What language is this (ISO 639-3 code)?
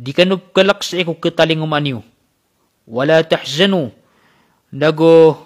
mrw